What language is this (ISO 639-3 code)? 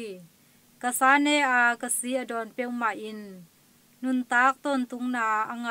ctd